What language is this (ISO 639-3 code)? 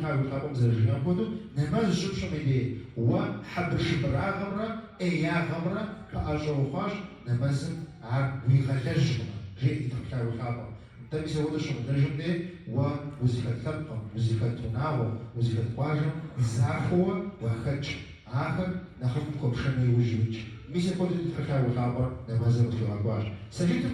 kbd